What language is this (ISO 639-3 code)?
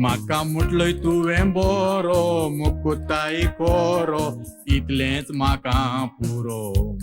kok